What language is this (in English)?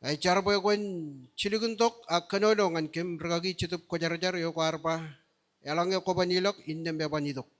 Marshallese